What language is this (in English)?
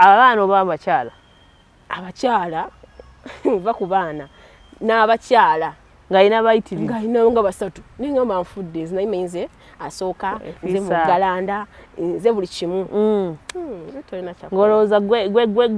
Ganda